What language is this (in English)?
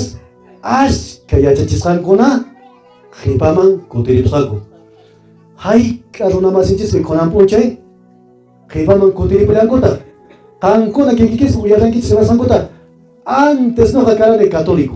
Quechua